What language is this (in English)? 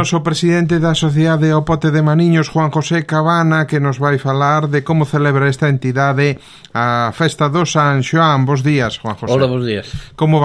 Galician